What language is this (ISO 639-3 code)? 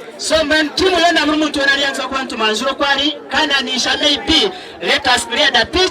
nyn